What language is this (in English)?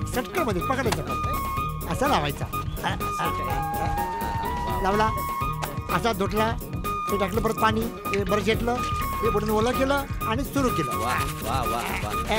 Marathi